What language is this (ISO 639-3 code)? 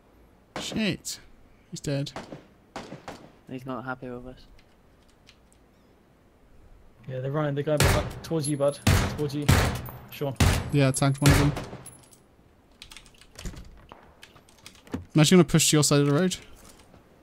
eng